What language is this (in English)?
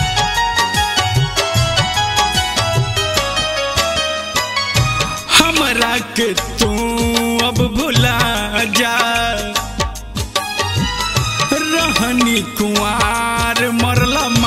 Bhojpuri